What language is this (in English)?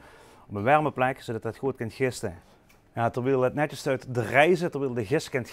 Limburgish